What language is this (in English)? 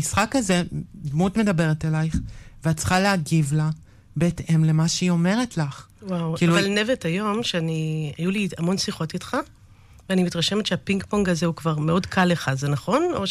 Hebrew